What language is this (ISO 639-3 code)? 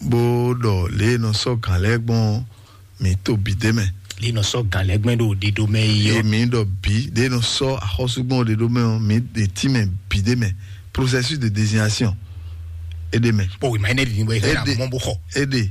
fon